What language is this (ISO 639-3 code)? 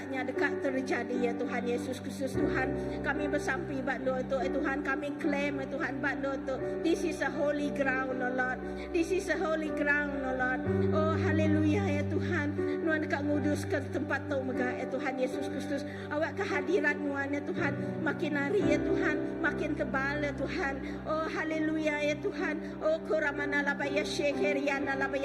iba